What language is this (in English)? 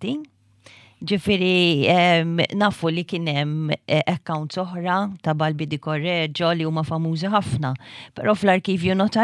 Maltese